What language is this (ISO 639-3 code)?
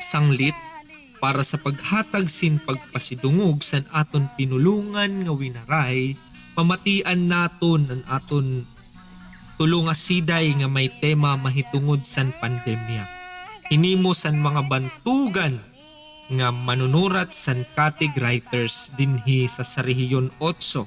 war